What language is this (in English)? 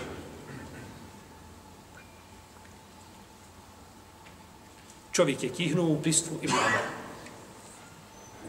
Bosnian